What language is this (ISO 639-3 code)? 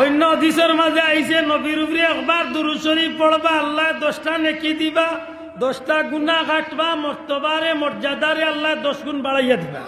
syl